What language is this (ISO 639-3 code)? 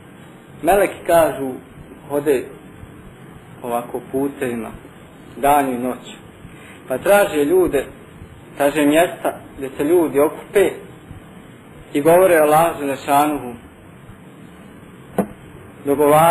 bos